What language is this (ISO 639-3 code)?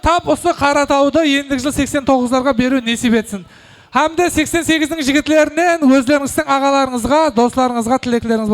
kaa